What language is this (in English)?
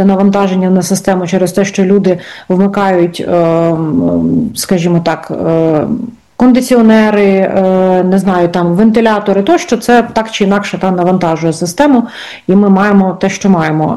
Ukrainian